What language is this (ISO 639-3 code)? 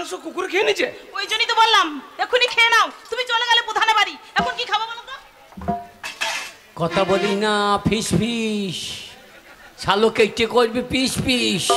ben